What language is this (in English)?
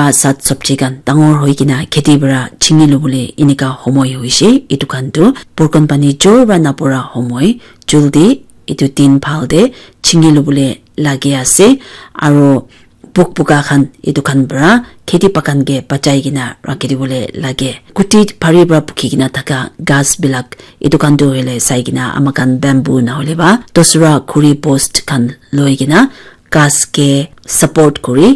Naga Pidgin